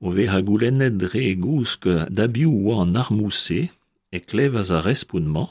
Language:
Breton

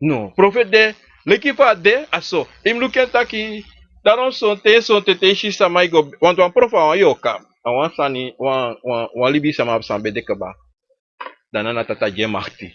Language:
Sranan Tongo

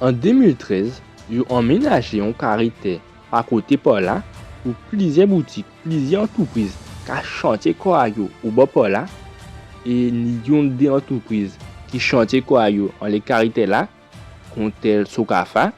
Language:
Guadeloupean Creole French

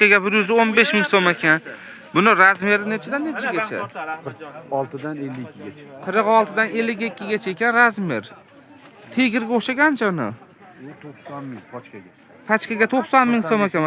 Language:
Uzbek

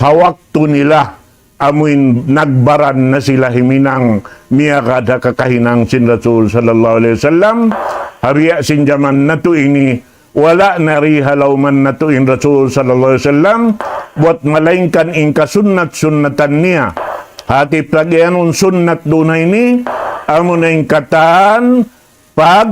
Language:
Tausug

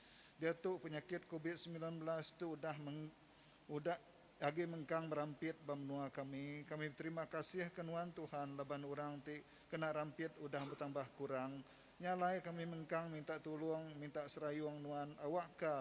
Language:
Iban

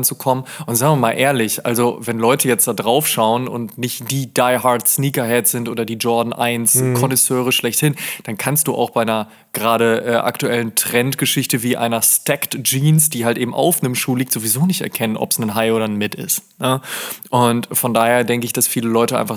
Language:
German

